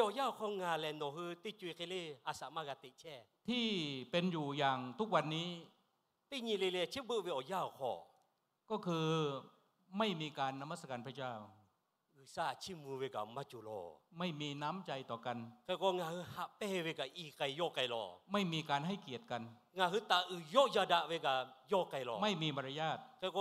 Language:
Lahu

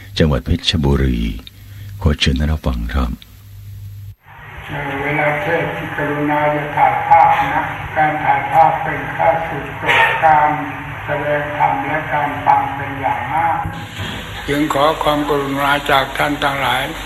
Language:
Thai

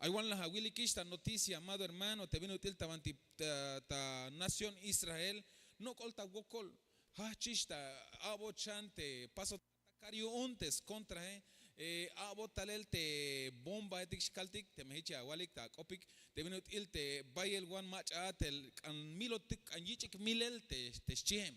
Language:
Tzeltal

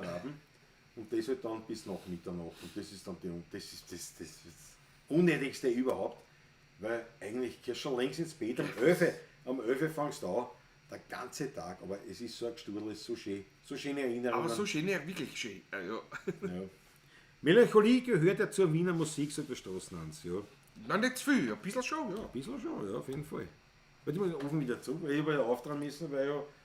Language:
Bavarian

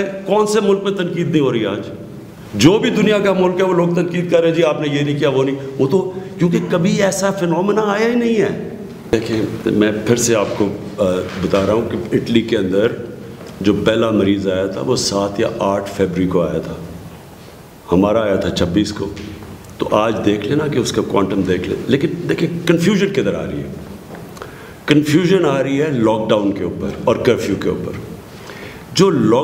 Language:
Urdu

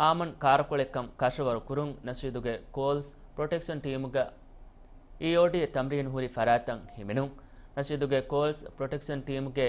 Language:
Divehi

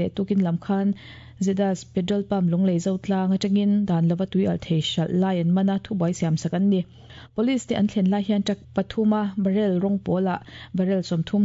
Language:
Mizo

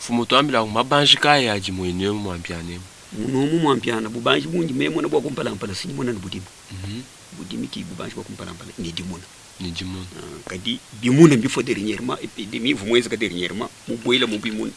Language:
Luba-Lulua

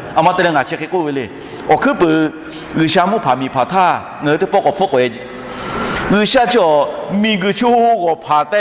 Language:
Lahu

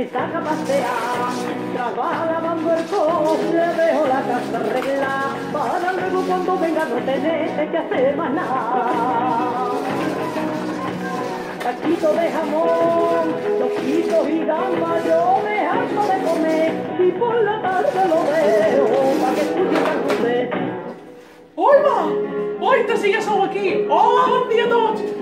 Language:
Catalan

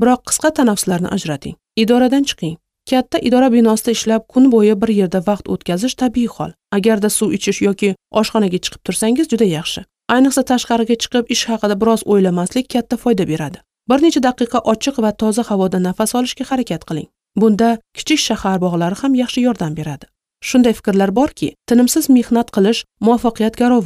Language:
Uzbek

